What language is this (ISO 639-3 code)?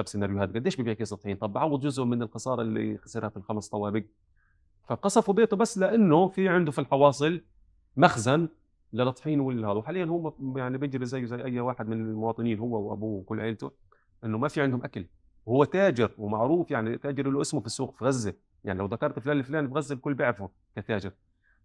apc